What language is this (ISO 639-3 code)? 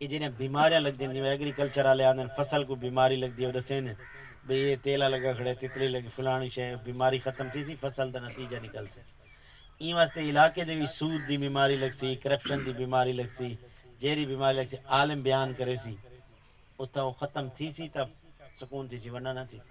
skr